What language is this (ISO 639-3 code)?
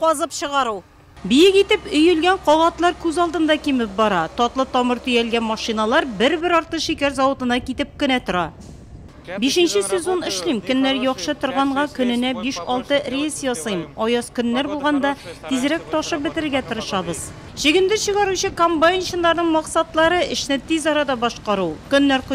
tat